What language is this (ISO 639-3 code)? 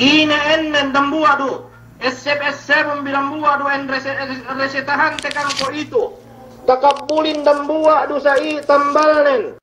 yka